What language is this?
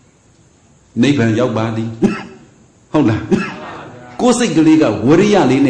Burmese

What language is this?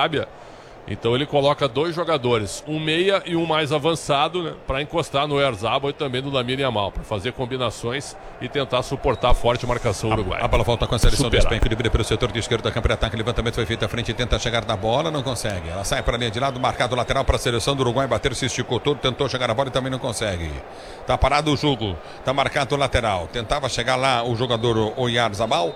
Portuguese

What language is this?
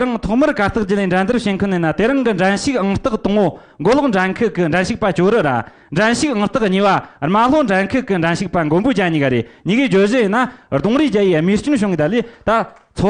Amdo Tibetan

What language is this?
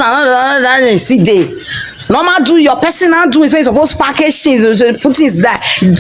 Nigerian Pidgin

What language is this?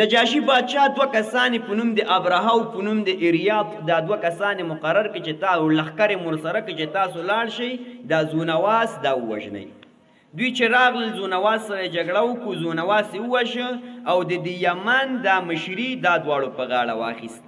Pashto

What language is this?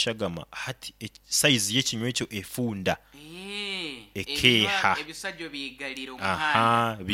Nyoro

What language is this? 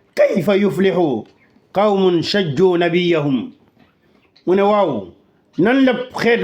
Wolof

